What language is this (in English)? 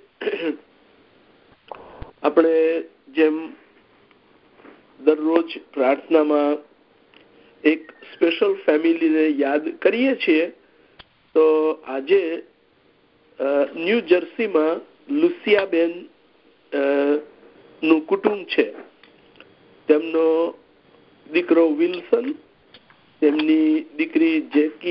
Gujarati